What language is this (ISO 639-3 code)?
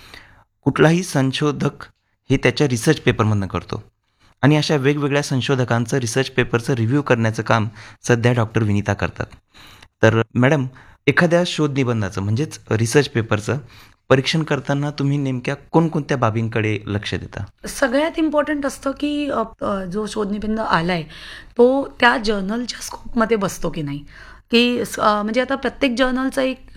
mar